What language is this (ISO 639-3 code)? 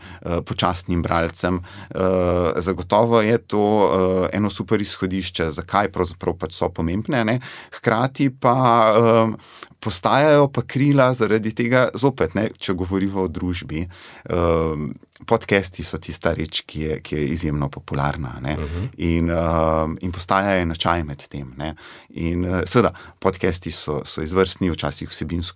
slv